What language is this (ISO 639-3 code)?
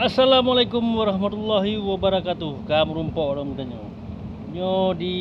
ace